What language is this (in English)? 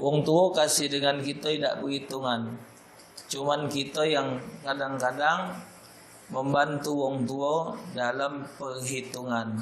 Musi